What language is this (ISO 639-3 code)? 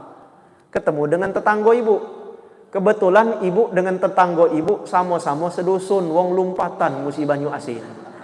mui